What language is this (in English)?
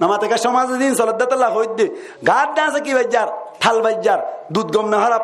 Rohingya